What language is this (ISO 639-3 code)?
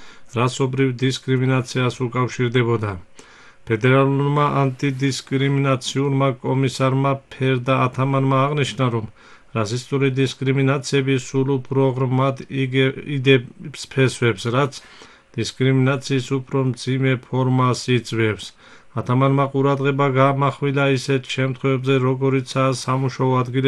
kat